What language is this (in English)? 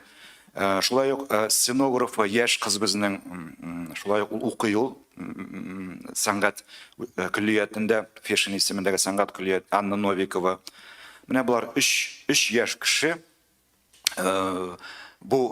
Tatar